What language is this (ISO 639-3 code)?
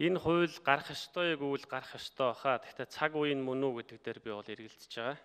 mon